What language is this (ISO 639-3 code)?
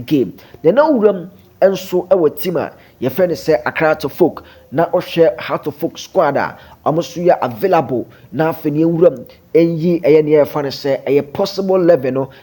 aka